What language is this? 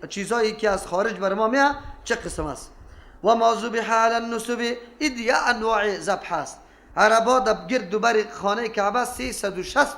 Persian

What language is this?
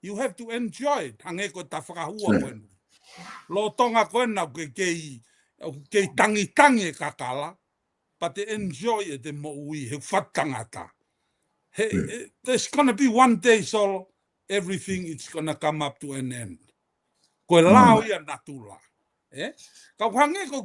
Tongan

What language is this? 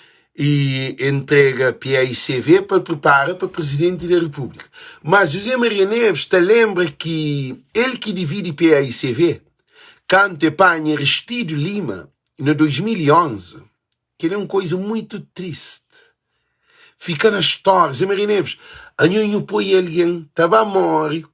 Kabuverdianu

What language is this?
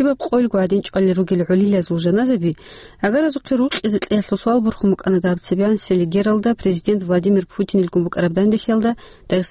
Avaric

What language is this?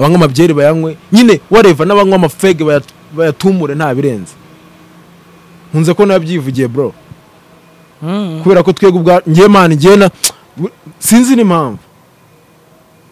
Kinyarwanda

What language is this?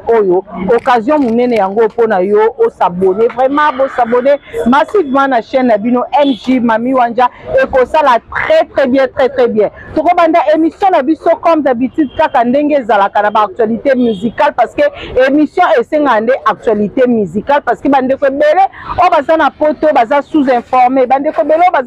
Lingala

